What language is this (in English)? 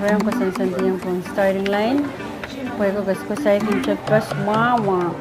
Pohnpeian